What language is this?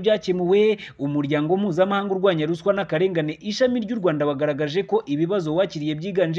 Kinyarwanda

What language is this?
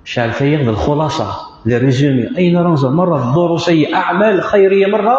Kabyle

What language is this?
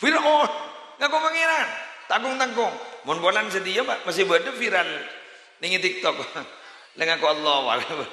Madurese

